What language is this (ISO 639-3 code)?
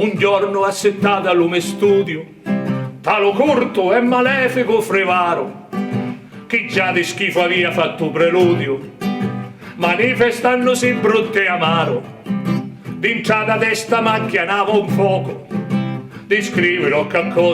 scn